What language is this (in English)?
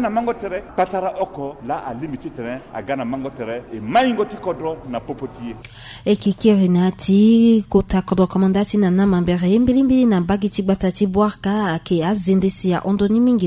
Sango